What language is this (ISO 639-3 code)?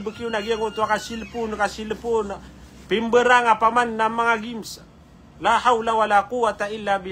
mrw